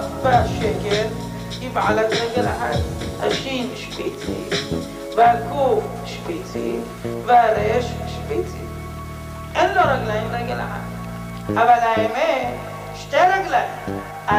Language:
Hebrew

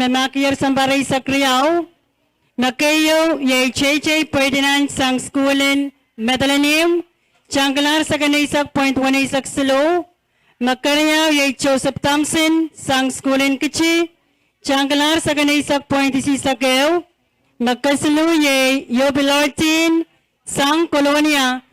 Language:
Pohnpeian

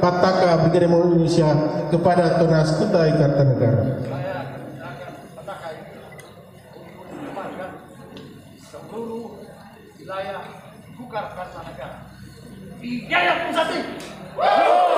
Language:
Indonesian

